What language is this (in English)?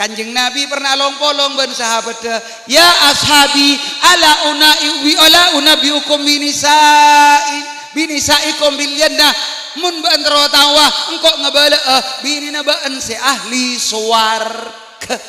Madurese